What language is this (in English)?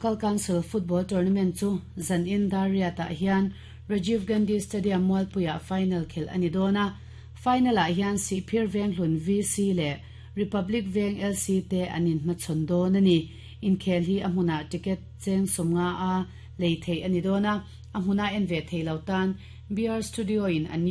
Mizo